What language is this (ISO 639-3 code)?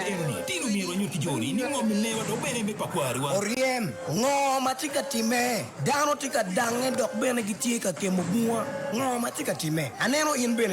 ach